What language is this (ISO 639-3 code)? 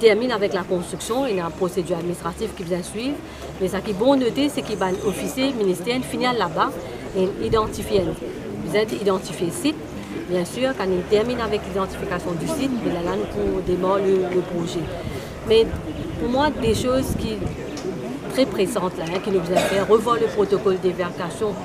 mfe